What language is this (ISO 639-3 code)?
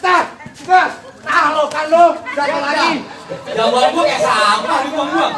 bew